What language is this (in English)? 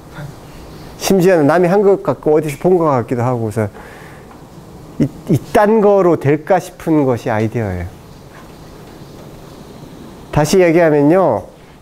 Korean